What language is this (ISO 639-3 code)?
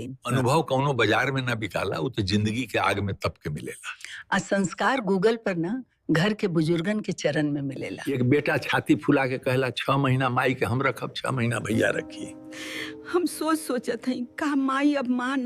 bho